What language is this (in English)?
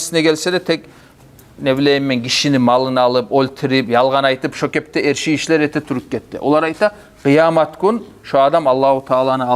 Kumyk